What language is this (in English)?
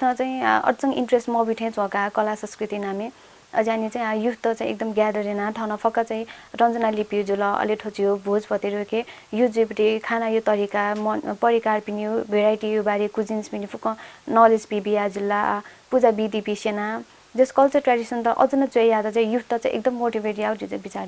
Newari